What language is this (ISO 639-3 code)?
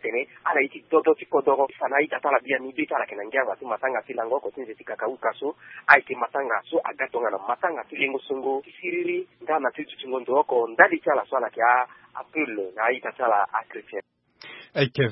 sag